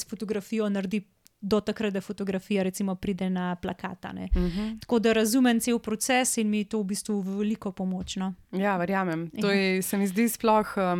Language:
Slovenian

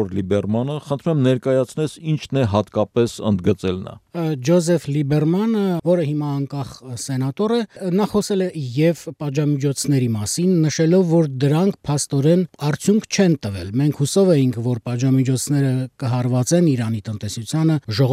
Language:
Armenian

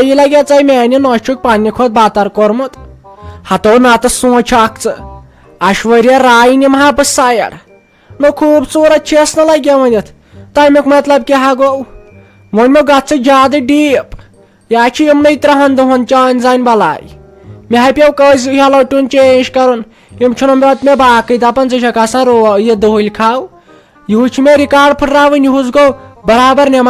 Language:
Kashmiri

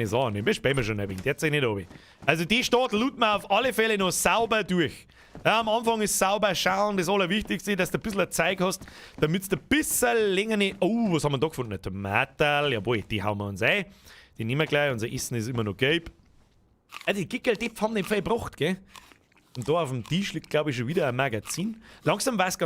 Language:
Bavarian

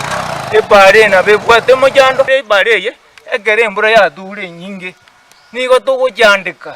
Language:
Gusii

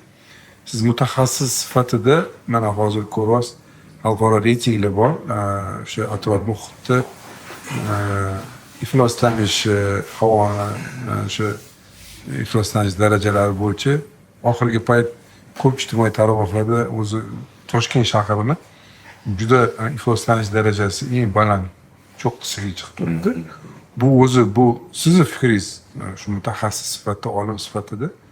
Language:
Uzbek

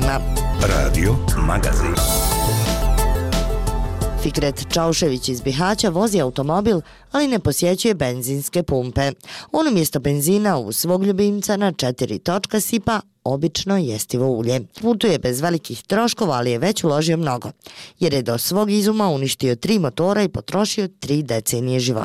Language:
Bosnian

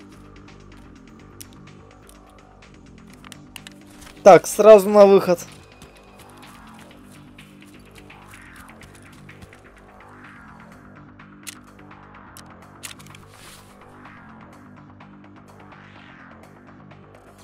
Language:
Russian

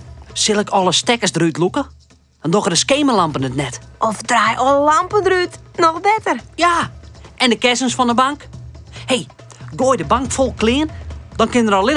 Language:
Western Frisian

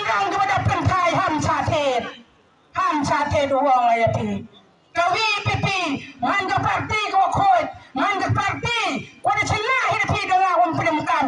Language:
Khasi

